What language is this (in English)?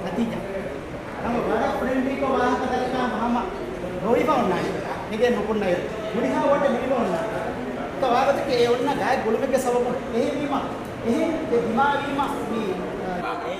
Divehi